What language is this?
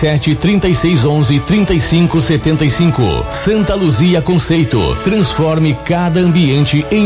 Portuguese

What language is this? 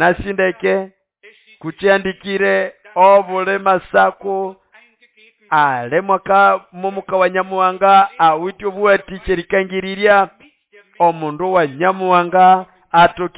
Nande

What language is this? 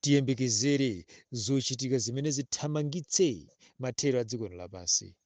Nyanja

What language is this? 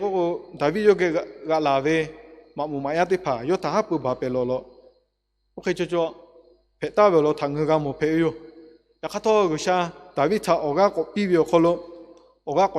Lahu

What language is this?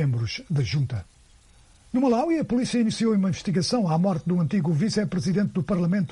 Portuguese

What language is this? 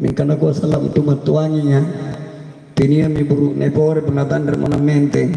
Makasar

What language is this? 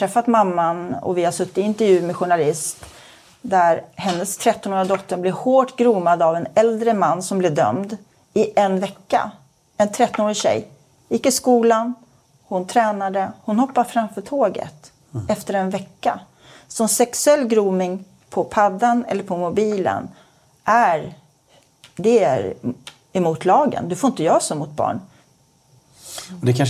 Swedish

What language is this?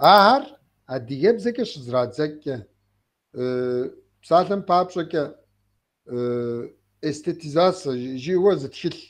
Kabardian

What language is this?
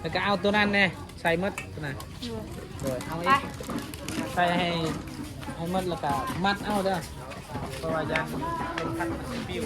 Northeastern Thai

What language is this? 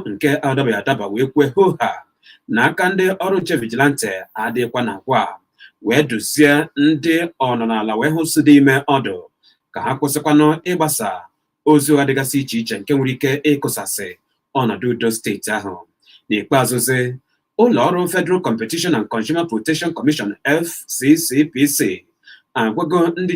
Igbo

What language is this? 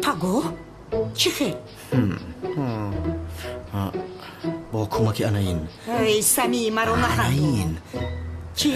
Tajik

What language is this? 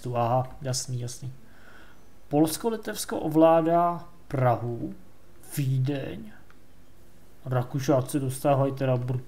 Czech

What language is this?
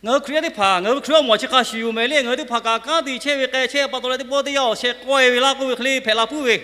Lahu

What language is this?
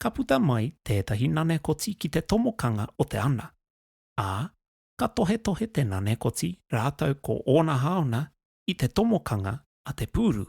Māori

